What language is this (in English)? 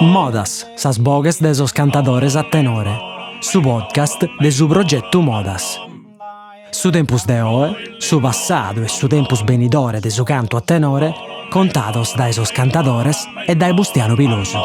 Sardinian